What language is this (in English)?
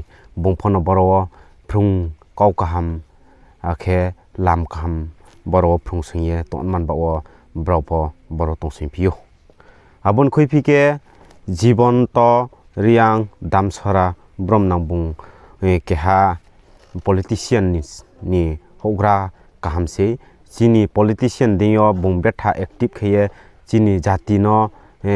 Riang (India)